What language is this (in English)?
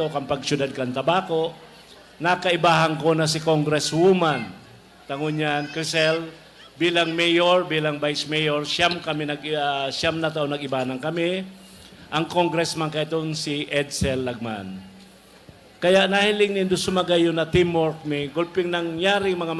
Bikol